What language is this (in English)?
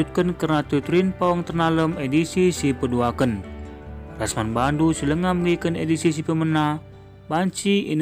Batak Karo